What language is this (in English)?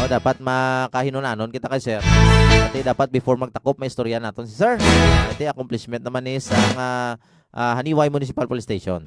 Hiligaynon